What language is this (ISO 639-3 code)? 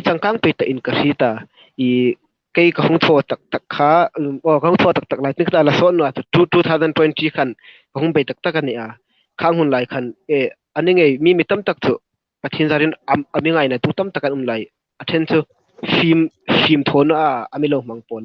hmr